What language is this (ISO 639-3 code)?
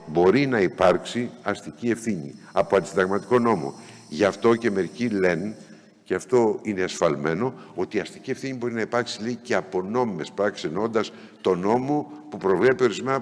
ell